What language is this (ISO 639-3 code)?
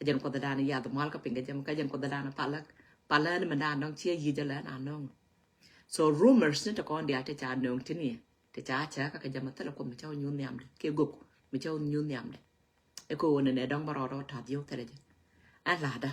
nus